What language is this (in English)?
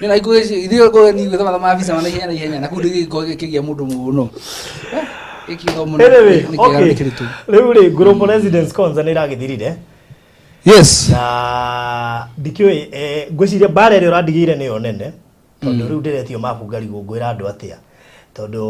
Kikuyu